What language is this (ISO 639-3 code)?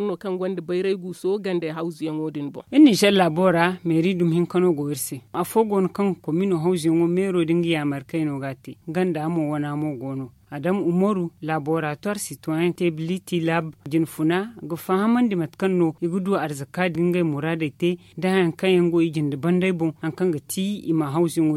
dje